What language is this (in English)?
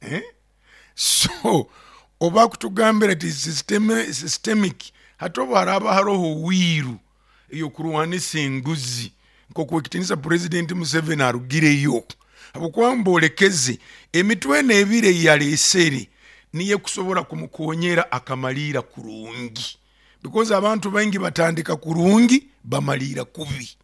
Nyoro